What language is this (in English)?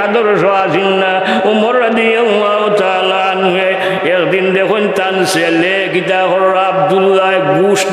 Sylheti